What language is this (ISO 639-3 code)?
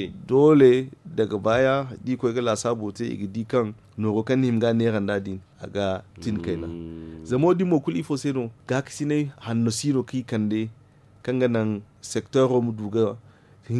dje